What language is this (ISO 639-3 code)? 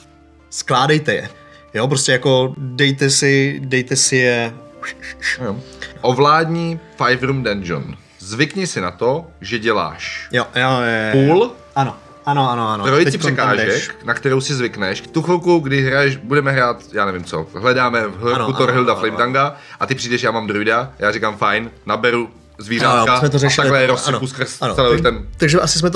ces